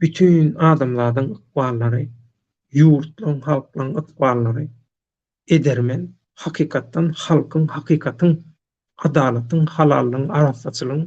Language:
Turkmen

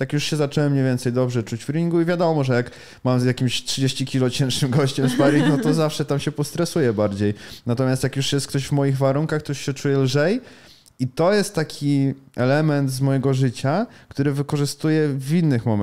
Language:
Polish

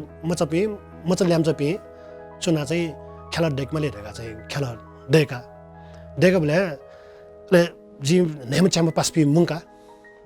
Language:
Newari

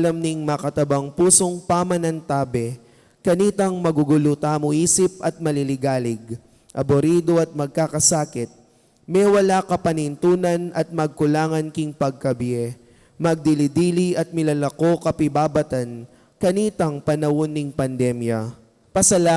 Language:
Pampanga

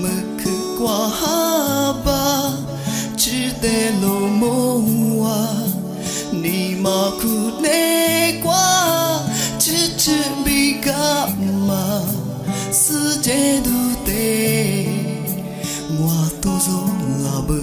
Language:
Lisu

